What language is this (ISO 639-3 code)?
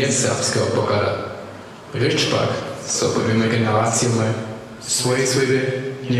hsb